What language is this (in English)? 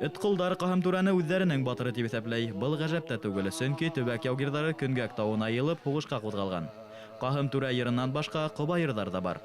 Bashkir